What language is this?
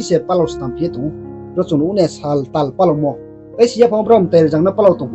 Riang (India)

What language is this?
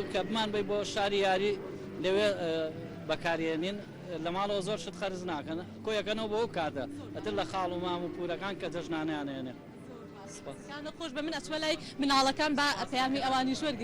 Central Kurdish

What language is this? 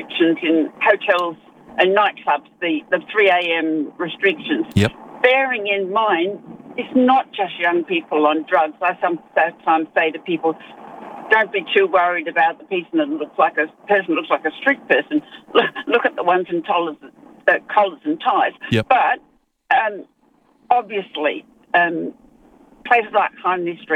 English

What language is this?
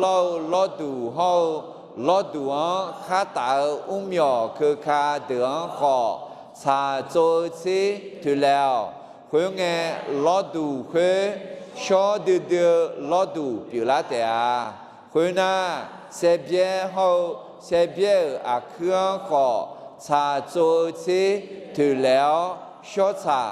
Akha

